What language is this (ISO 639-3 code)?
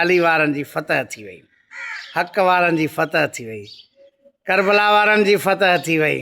snd